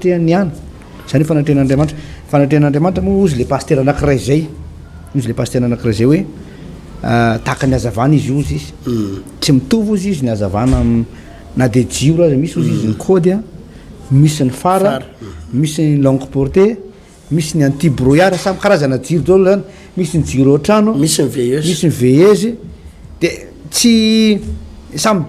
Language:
Malagasy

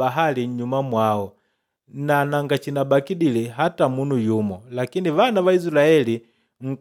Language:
Makonde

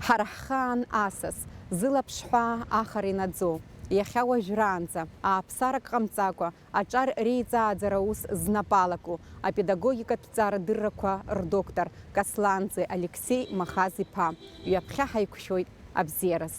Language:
Abkhazian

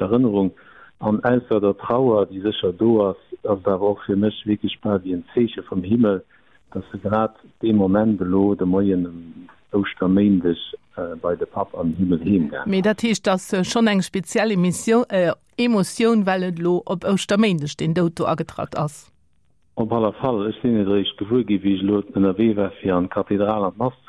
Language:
Luxembourgish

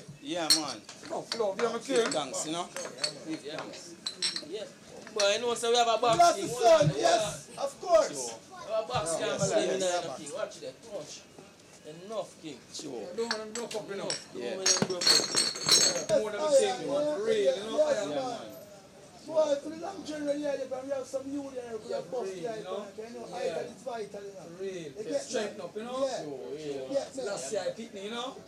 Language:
Jamaican Creole English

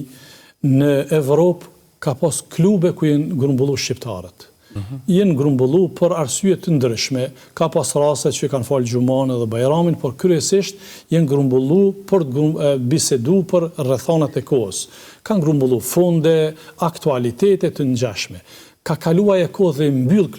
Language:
Albanian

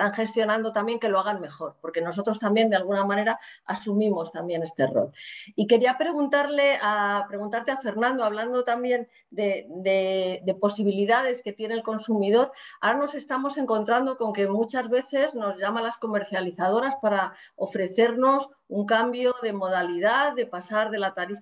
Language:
Spanish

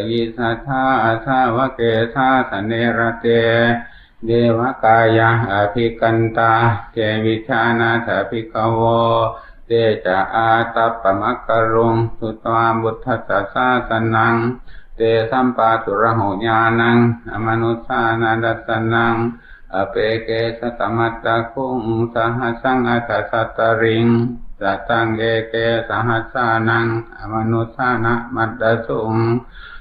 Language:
Pali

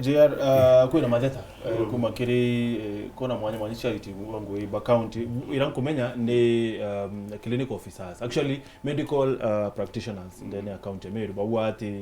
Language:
Meru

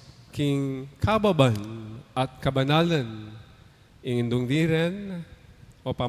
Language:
Pampanga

